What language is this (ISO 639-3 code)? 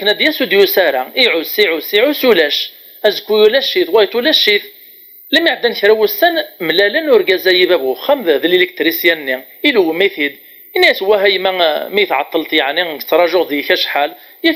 kab